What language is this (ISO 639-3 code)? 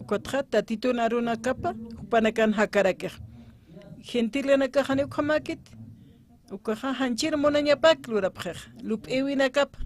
aym